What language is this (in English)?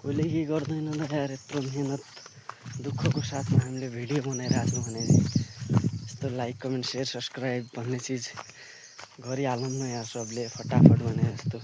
Nepali